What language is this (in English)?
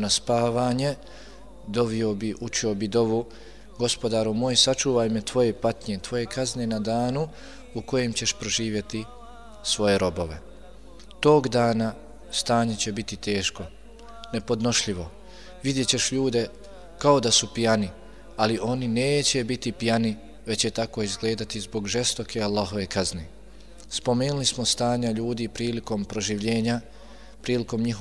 Bosnian